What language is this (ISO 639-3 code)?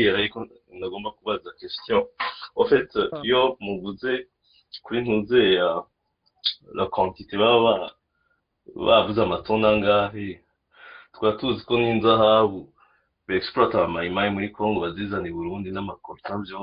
run